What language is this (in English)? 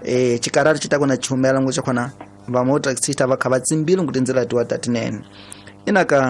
Tsonga